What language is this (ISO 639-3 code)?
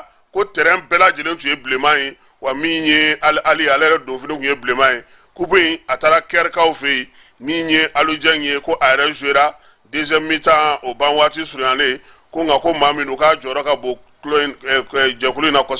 bam